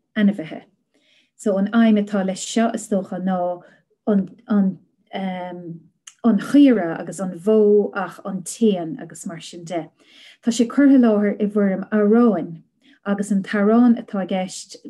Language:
Irish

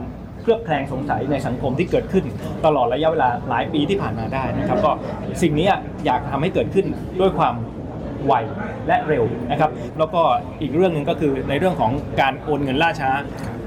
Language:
Thai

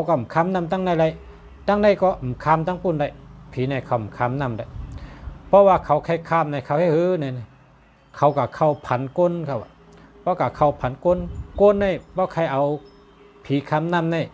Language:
Shan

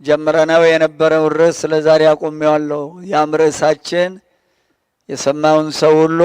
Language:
Amharic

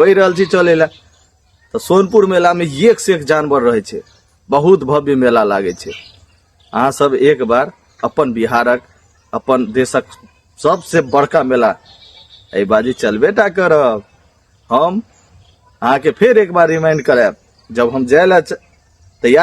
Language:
Maithili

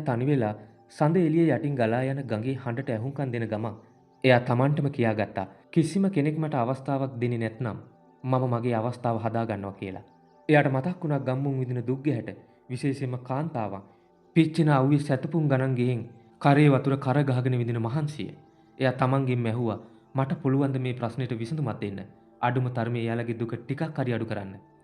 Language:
Sinhala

